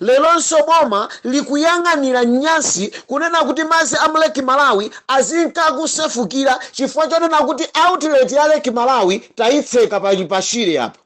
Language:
Nyanja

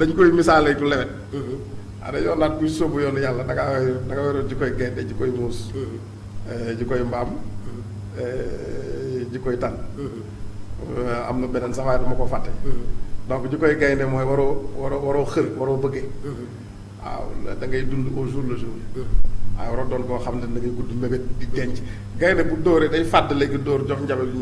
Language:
Wolof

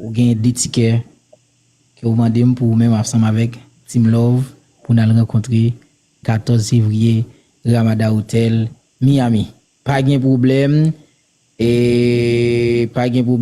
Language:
Haitian Creole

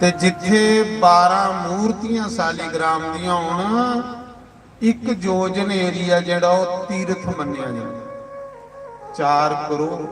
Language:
Dogri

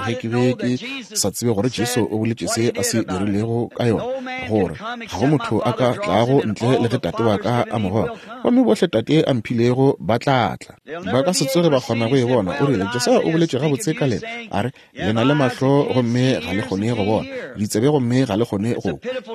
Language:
Northern Sotho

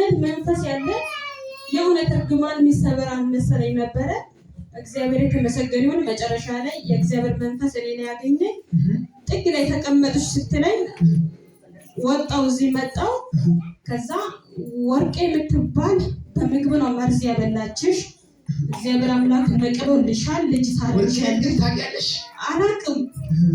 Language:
Amharic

